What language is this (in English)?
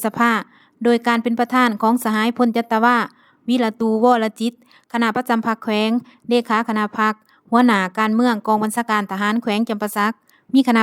Lao